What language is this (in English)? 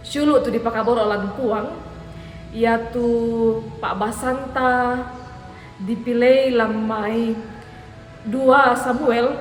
Toraja-Sa'dan